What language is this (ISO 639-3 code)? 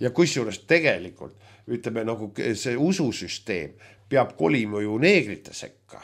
est